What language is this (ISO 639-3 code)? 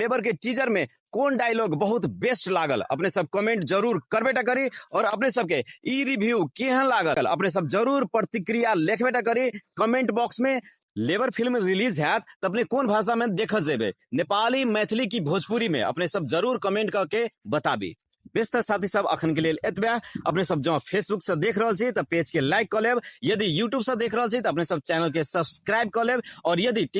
mai